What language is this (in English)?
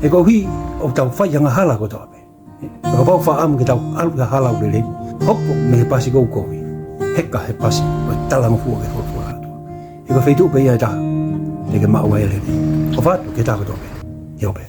Tongan